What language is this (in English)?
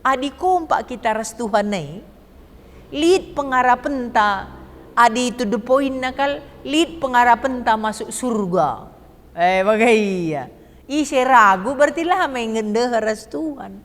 Batak Karo